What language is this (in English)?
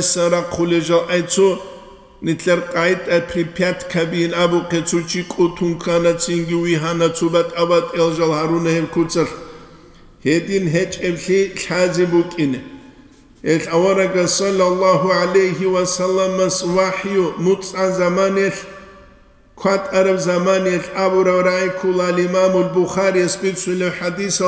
Avaric